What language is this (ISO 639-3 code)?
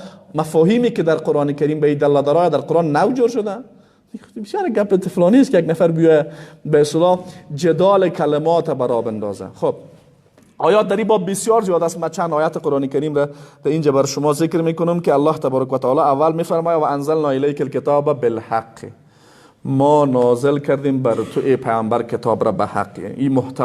fas